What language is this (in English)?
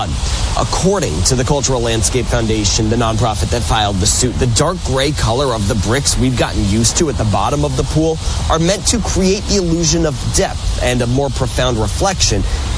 English